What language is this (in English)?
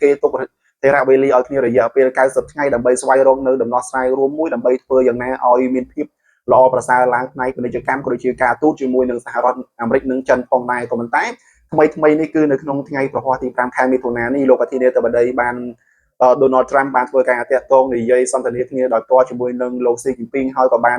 Khmer